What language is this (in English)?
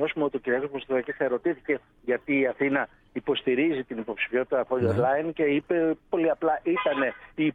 Greek